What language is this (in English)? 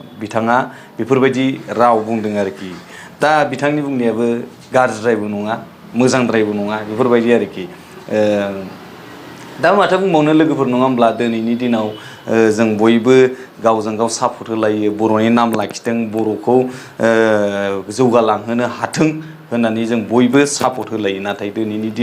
Bodo